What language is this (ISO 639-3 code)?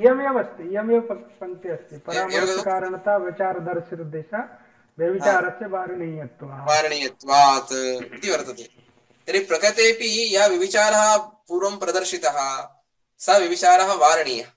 san